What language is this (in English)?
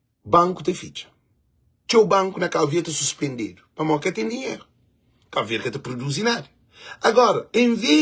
Kabuverdianu